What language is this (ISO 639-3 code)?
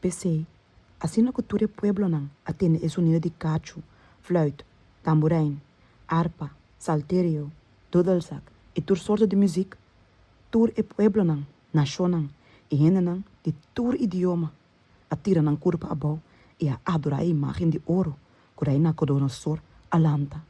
pap